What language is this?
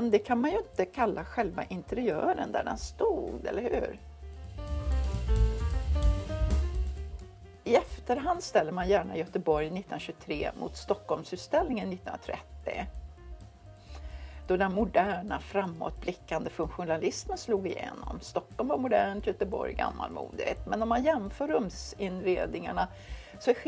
Swedish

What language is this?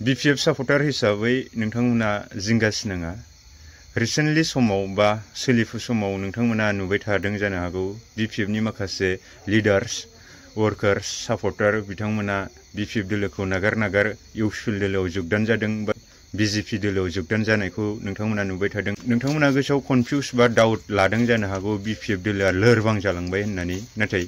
Bodo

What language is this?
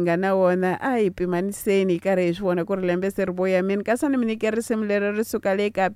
Tsonga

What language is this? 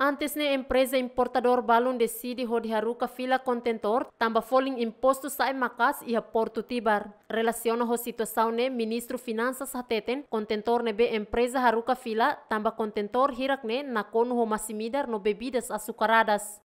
Tetum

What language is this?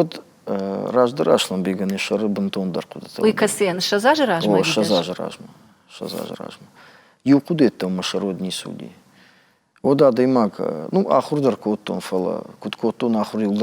Ossetic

